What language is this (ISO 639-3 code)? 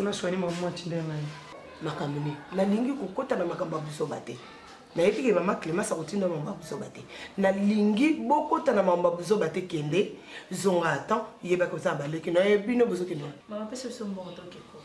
lin